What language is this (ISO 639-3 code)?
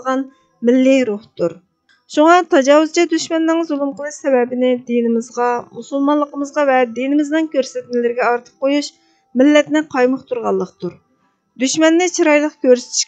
uig